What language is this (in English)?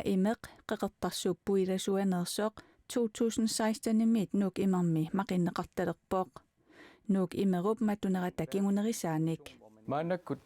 Kalaallisut